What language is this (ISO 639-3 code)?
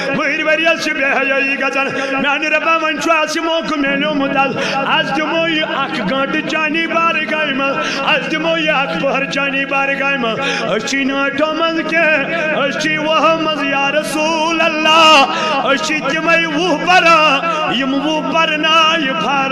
kas